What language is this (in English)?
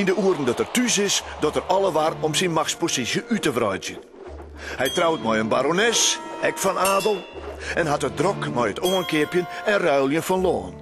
Western Frisian